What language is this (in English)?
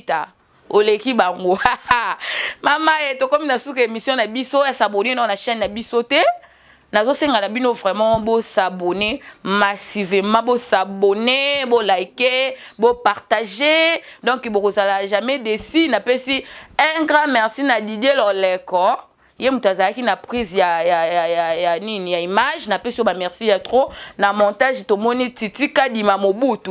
Lingala